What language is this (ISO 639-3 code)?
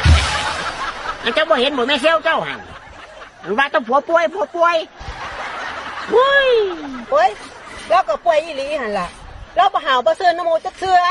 lao